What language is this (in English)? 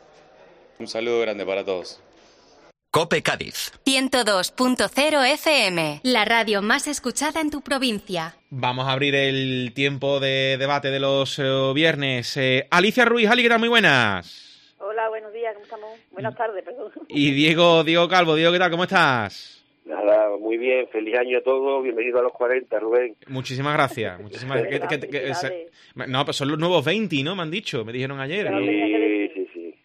Spanish